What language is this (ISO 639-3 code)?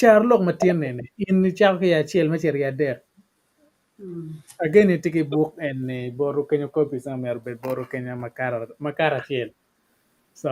ach